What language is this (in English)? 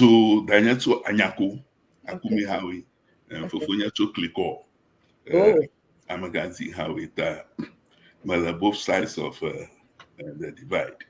Ewe